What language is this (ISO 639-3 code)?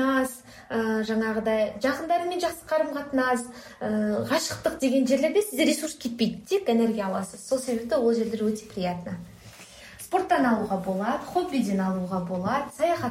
kaz